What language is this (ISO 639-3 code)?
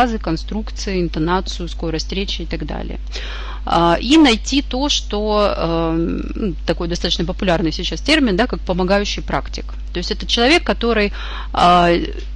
rus